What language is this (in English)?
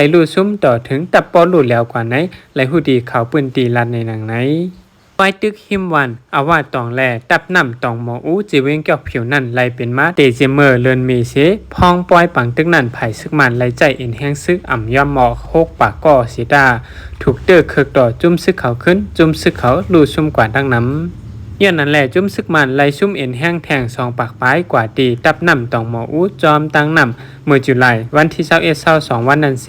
Shan